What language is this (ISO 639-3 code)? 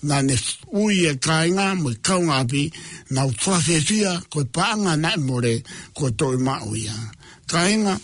ton